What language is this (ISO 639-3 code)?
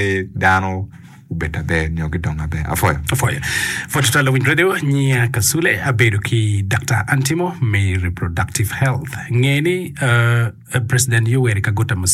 ach